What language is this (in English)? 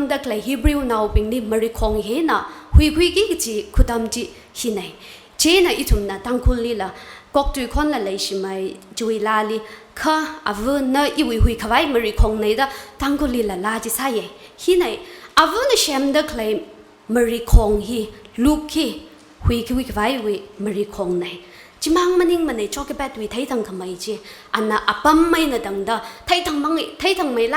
Tangkhul Naga (India)